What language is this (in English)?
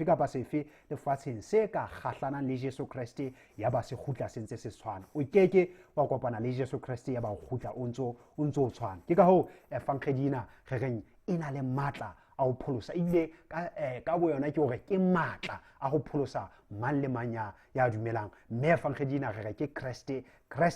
Southern Sotho